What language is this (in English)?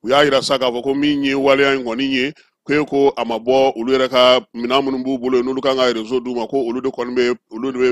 Bambara